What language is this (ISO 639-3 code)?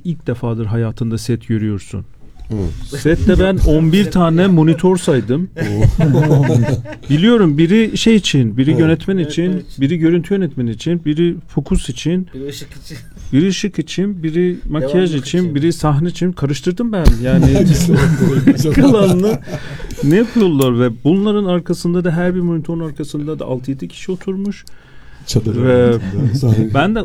tur